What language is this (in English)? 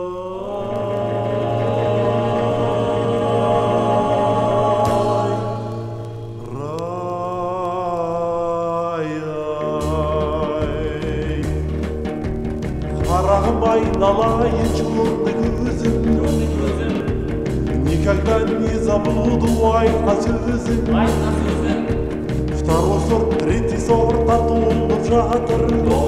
Kazakh